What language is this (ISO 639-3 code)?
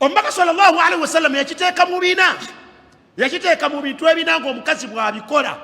lug